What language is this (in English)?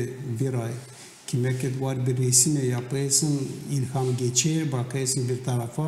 Gagauz